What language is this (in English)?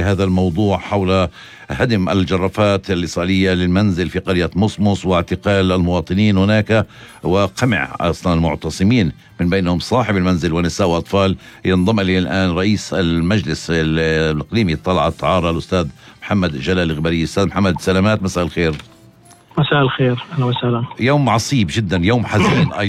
North Levantine Arabic